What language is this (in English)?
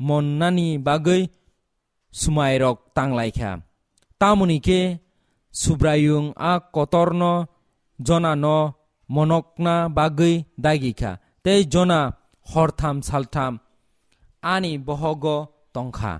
Kok Borok